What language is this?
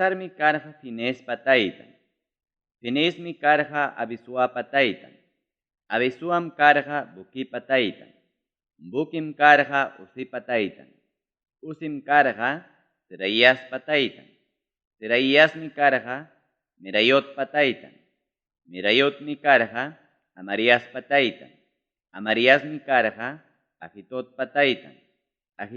Ayacucho Quechua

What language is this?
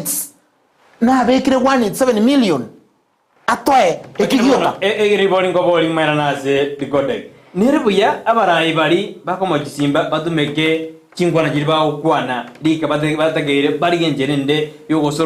Gusii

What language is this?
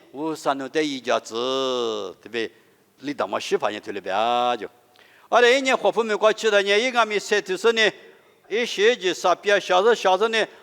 Lisu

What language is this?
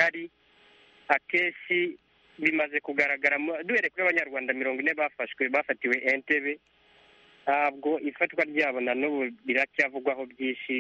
Kinyarwanda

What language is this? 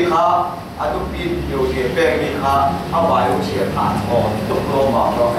Falam Chin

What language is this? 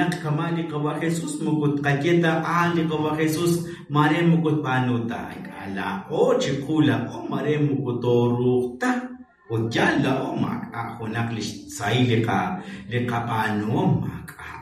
Kekchí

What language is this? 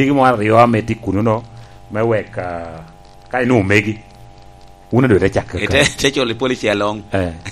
Lango (Uganda)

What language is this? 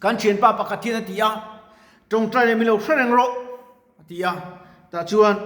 Mizo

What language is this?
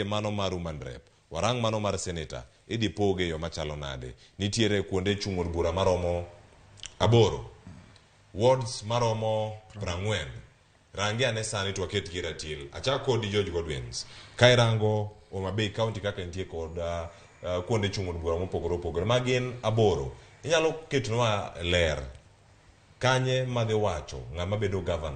Luo (Kenya and Tanzania)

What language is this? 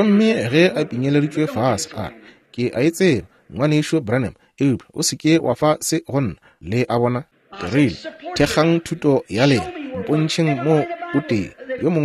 Northern Sotho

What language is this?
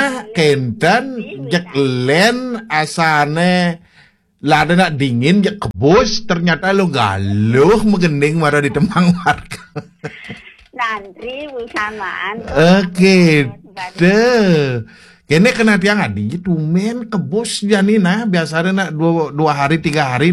Balinese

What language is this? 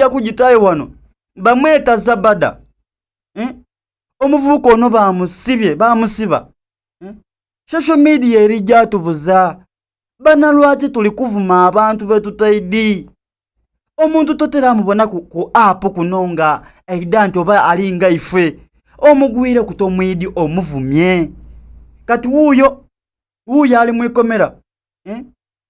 Soga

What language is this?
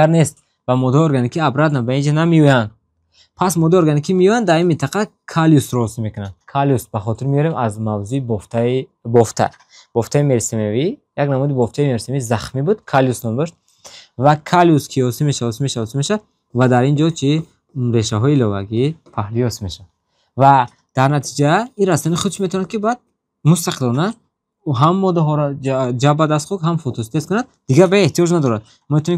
Tajik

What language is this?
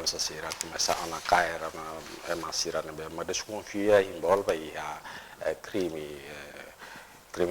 Tetum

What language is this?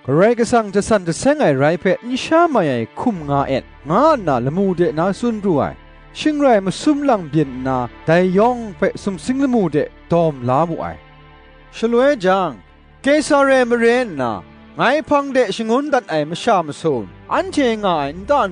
Kachin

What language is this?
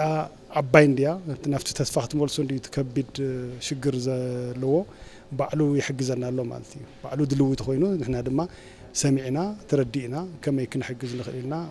Tigrinya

